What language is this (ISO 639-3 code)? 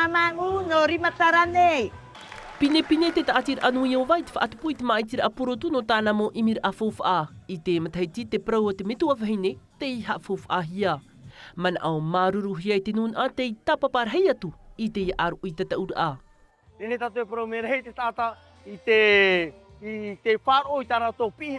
tah